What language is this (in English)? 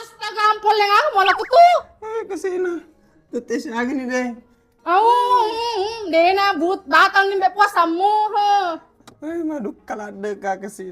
Buginese